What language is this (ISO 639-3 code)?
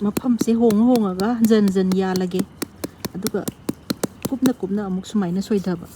mni